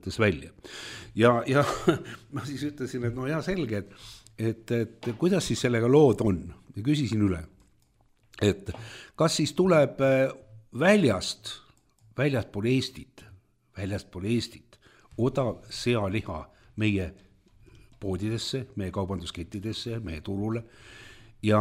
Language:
Estonian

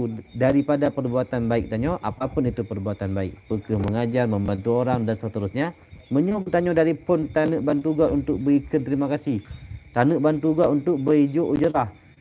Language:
Achinese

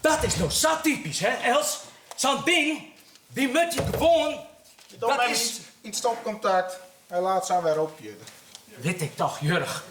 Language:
Western Frisian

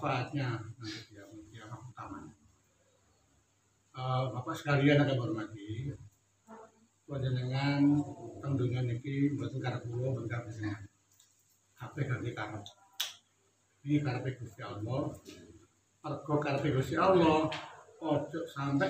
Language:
Javanese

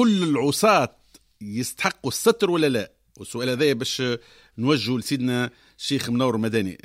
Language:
Tunisian Arabic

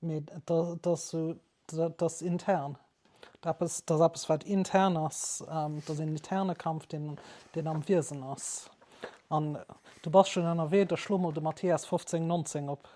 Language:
Luxembourgish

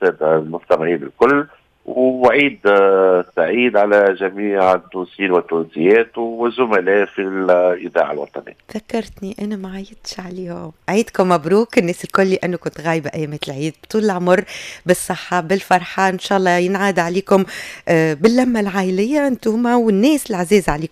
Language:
Tunisian Arabic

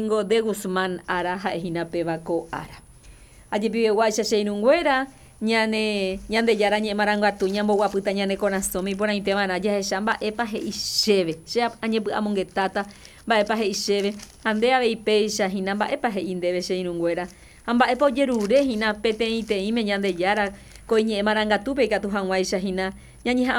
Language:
Guarani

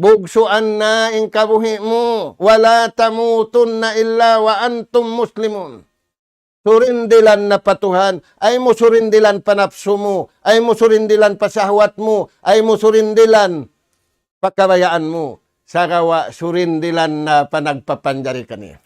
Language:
Tausug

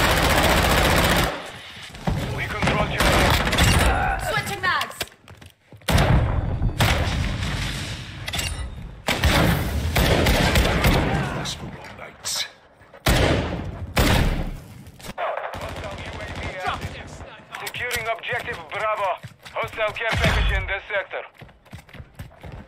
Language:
English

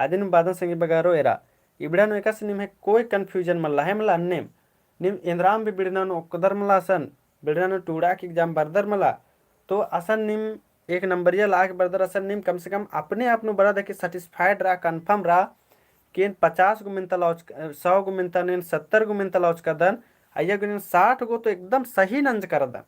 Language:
Kurukh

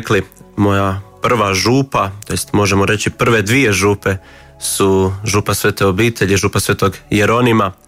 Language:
Croatian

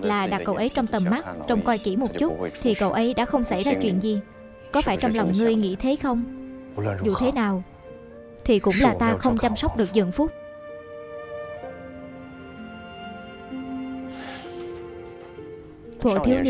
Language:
Vietnamese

